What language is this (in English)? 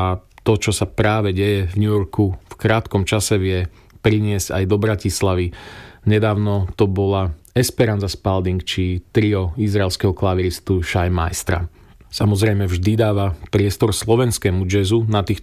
Slovak